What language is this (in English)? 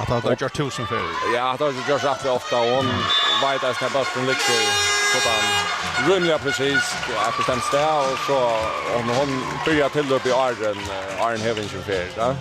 Faroese